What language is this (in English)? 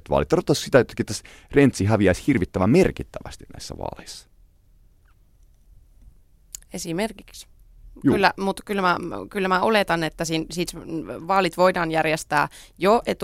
Finnish